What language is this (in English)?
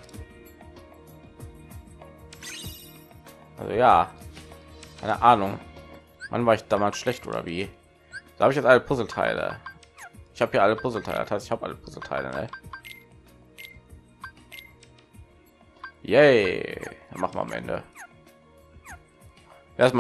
German